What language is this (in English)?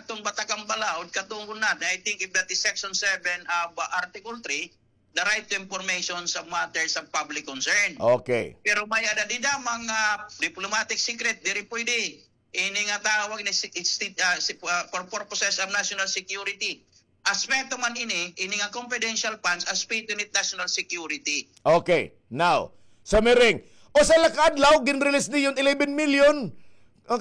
Waray